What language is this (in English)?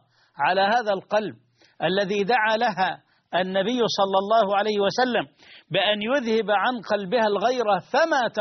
Arabic